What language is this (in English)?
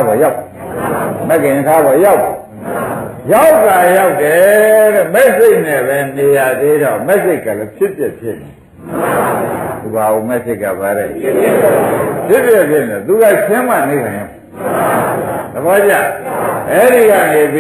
Burmese